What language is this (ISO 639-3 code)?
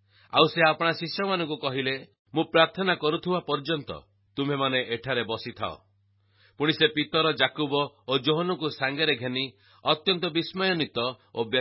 ori